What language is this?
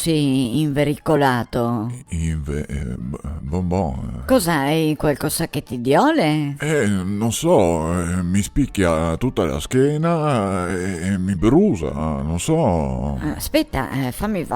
Venetian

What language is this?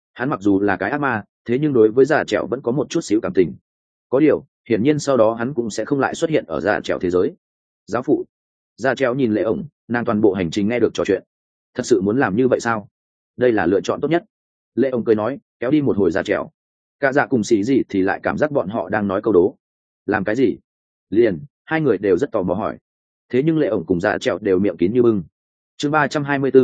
Vietnamese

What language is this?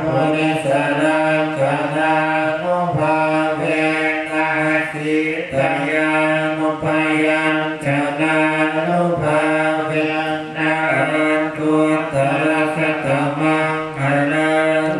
Pali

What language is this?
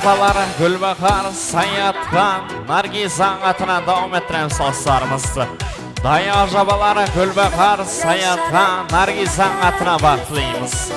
Kara-Kalpak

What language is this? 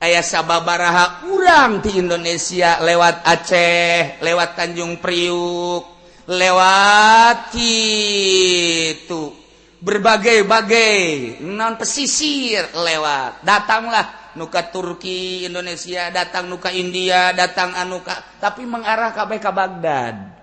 Sundanese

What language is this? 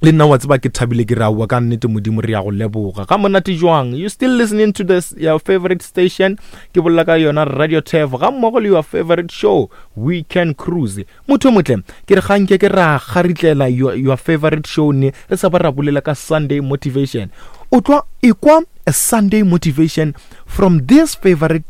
Northern Sotho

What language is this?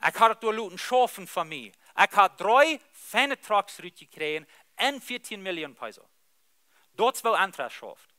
Plautdietsch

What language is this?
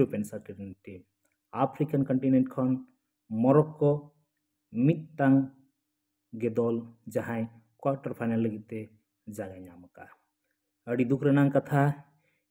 Santali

